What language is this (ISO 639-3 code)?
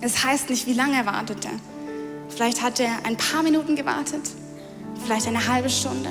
gsw